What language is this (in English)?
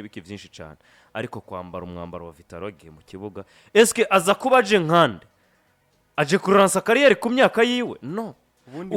Rundi